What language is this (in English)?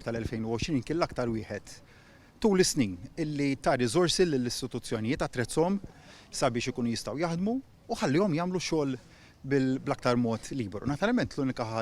Maltese